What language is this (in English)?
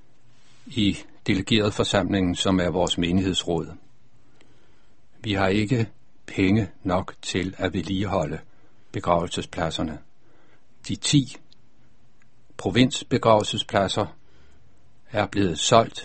Danish